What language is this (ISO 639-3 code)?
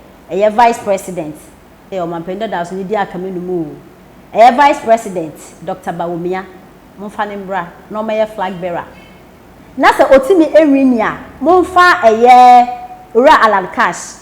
aka